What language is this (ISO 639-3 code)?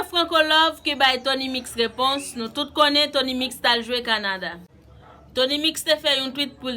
hat